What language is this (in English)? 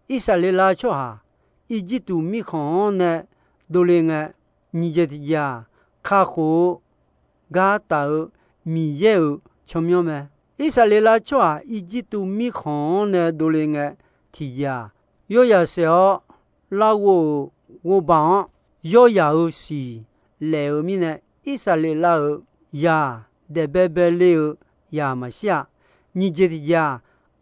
Akha